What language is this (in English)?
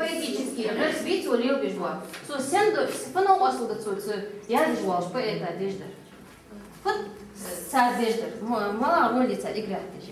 Ingush